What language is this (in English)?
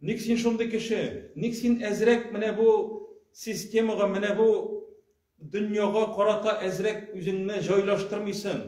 Tatar